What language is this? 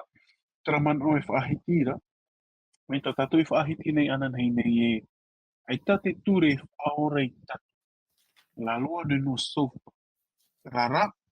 Tahitian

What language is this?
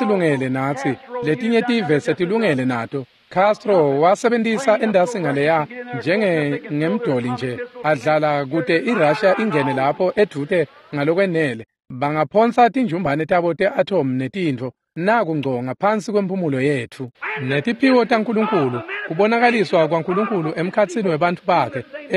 Swati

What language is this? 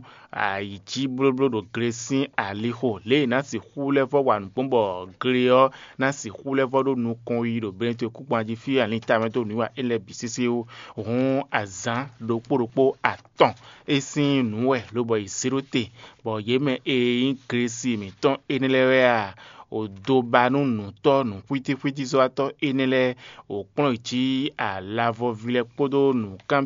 Fon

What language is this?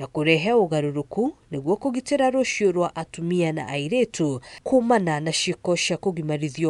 Kikuyu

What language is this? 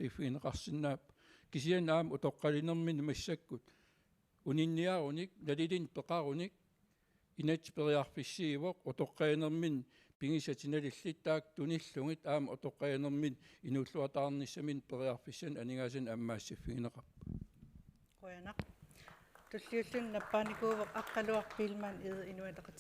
Kalaallisut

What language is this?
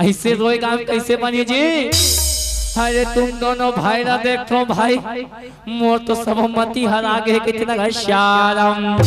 Chhattisgarhi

